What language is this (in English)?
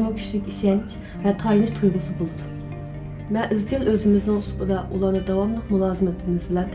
Uyghur